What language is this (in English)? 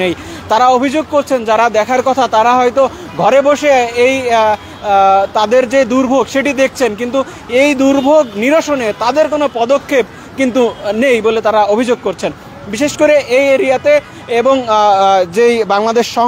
Bangla